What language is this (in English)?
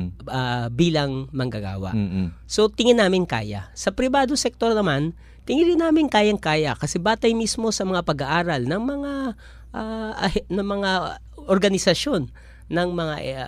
Filipino